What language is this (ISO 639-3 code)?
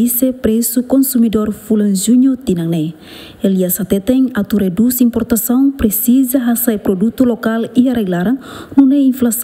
tet